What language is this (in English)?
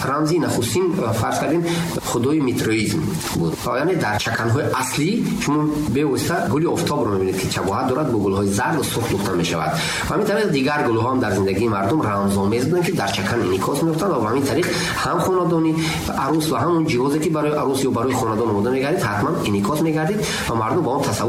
Tajik